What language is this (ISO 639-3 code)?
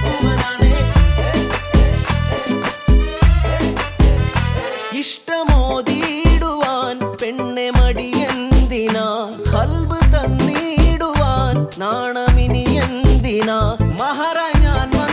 mal